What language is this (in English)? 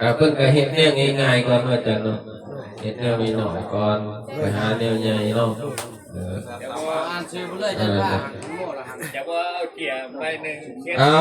Northeastern Thai